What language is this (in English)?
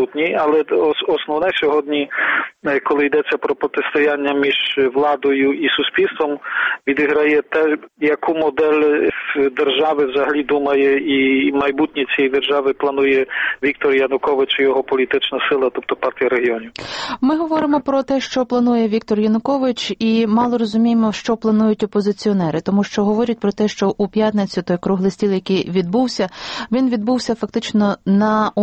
Ukrainian